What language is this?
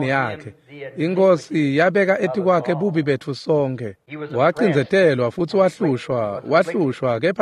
Swati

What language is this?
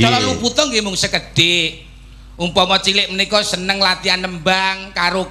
Javanese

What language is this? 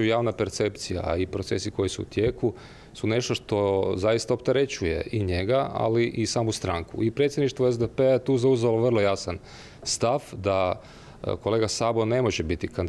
Croatian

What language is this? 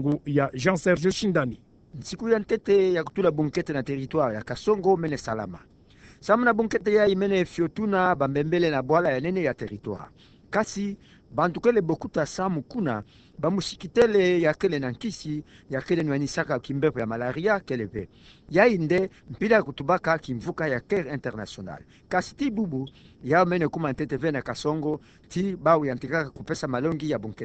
Kituba (Democratic Republic of Congo)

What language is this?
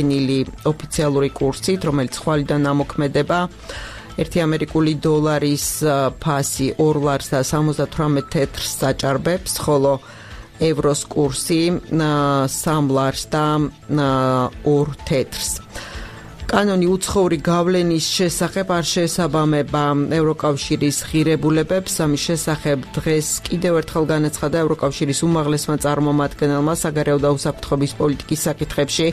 Georgian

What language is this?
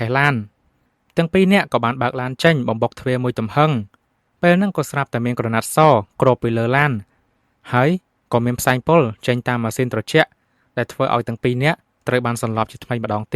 Khmer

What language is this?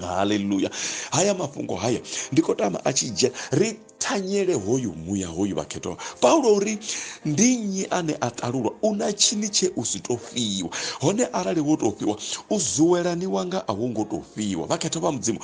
Venda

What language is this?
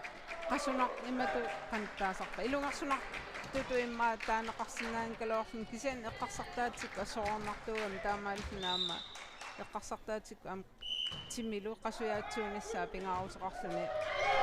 Kalaallisut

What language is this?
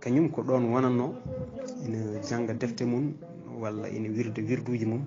Fula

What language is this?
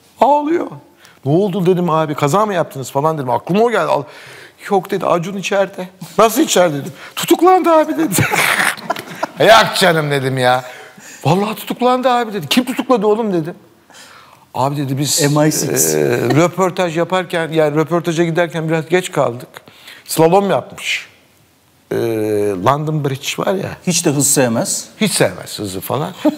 Turkish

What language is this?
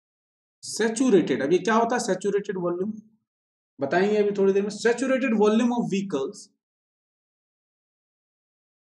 Hindi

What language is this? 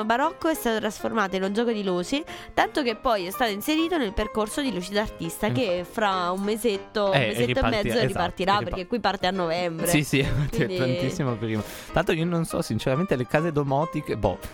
Italian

